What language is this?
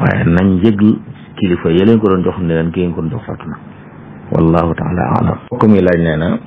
Wolof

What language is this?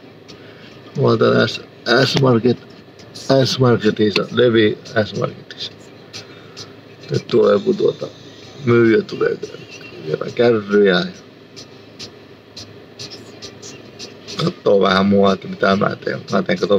Finnish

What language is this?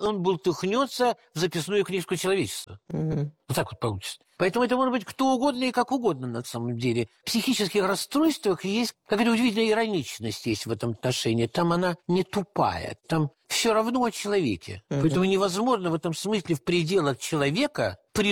Russian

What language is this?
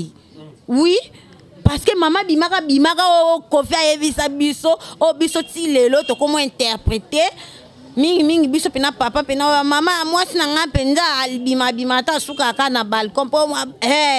Lingala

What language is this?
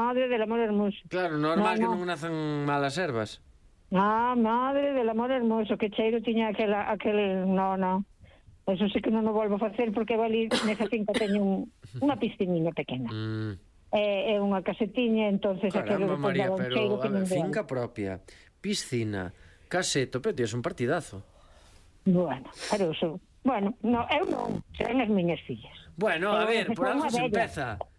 Galician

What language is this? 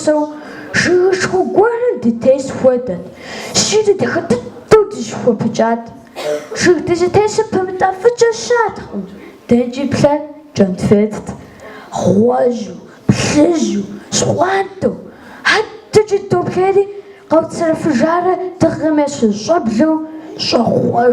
Kabardian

